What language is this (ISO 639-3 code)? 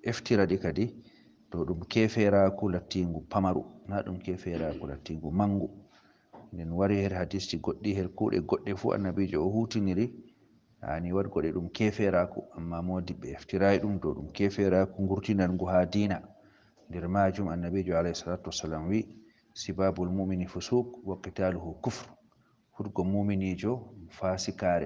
ful